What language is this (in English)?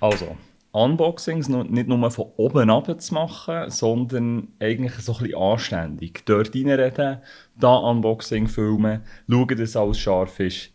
Swiss German